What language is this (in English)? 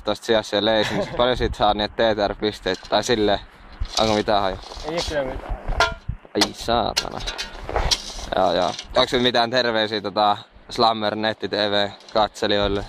Finnish